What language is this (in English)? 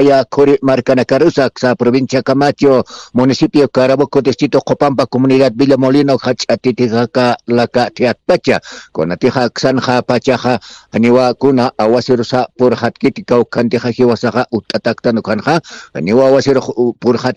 Aymara